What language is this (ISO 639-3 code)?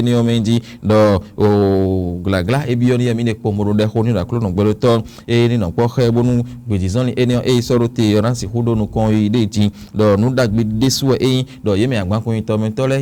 fon